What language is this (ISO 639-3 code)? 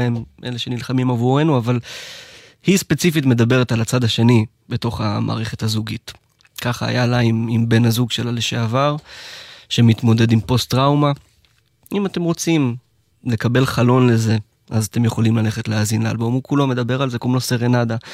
heb